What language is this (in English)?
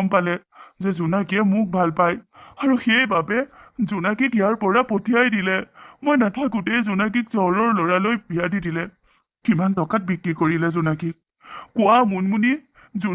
Assamese